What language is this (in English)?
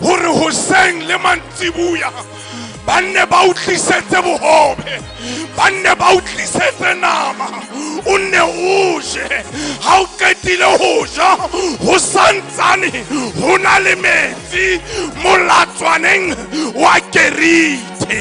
Southern Sotho